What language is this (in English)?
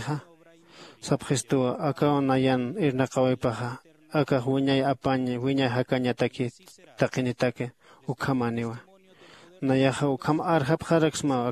Aymara